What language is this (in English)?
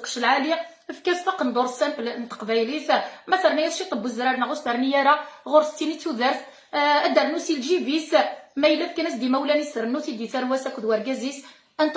Kabyle